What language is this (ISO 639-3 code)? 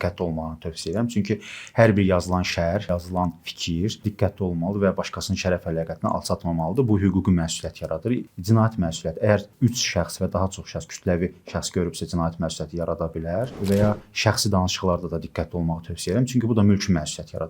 aze